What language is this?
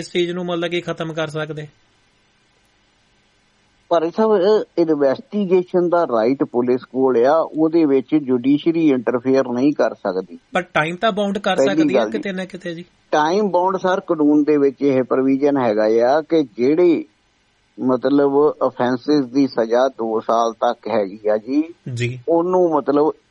Punjabi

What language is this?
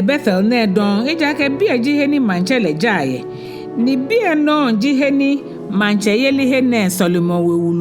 Ga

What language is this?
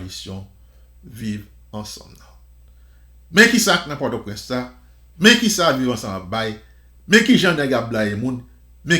Haitian Creole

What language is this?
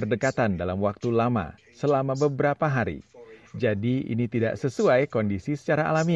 Indonesian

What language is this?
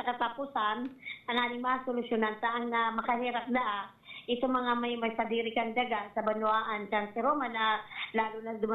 Bikol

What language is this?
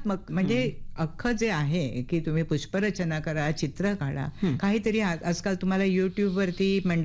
Marathi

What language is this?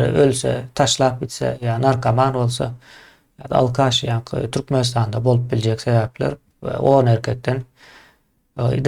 Turkmen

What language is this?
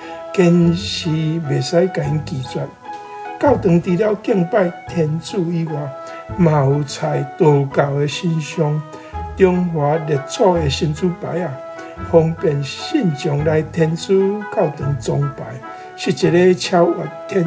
Min Nan Chinese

